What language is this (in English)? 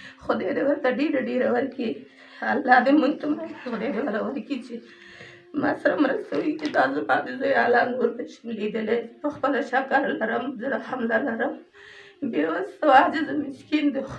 Pashto